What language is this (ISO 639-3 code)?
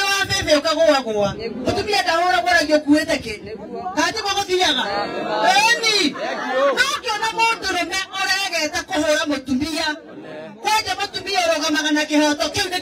kik